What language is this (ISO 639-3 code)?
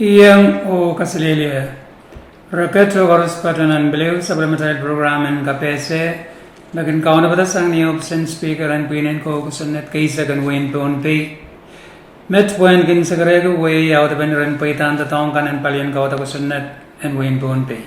pon